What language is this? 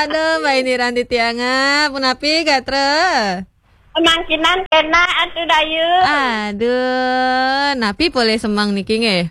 Balinese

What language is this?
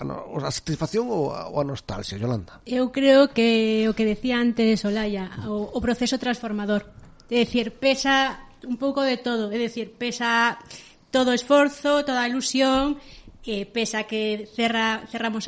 Galician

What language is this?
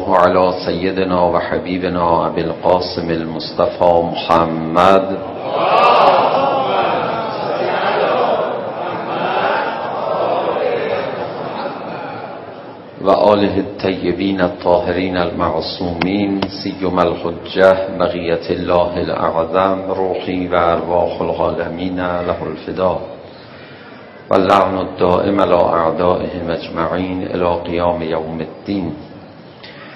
Persian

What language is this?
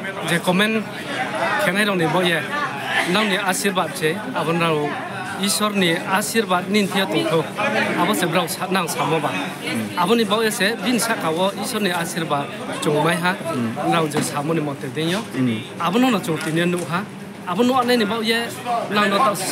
Kok Borok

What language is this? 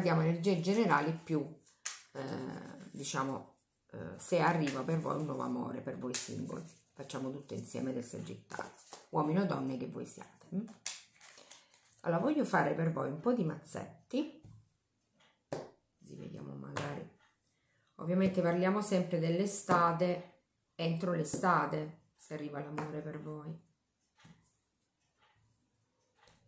Italian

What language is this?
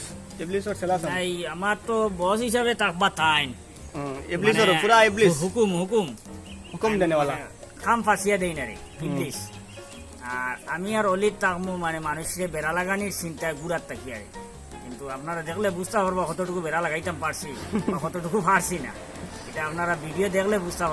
Sylheti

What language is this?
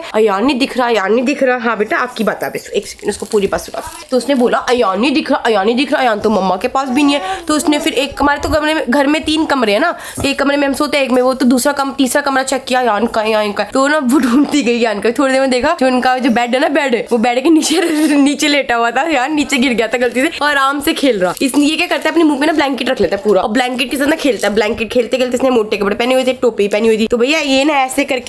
Hindi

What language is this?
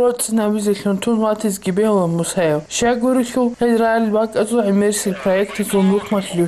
Avaric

